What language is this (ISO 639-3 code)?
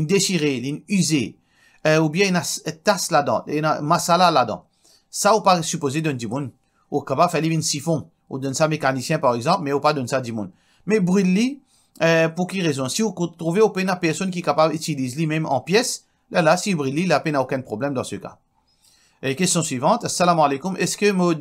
mfe